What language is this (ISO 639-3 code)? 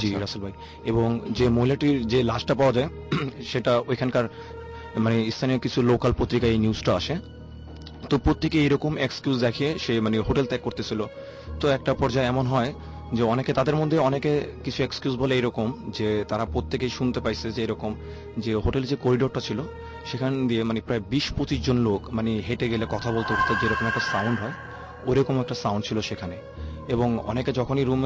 ben